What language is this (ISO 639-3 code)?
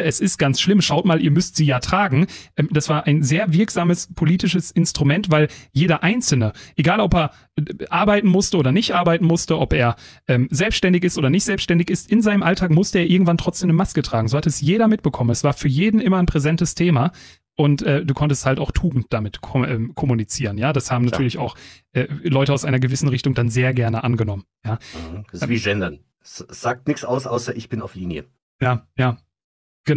deu